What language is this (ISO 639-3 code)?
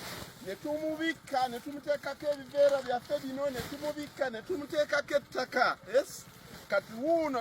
lug